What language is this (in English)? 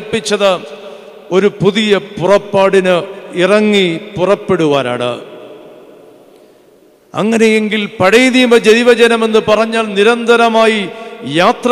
Malayalam